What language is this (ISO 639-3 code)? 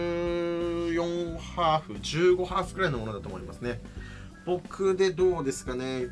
jpn